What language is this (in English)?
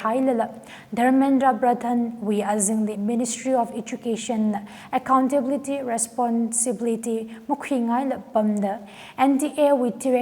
Tangkhul Naga (India)